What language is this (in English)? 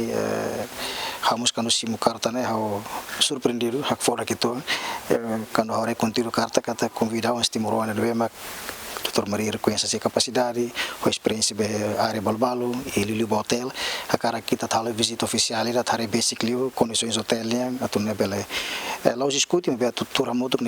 Tetum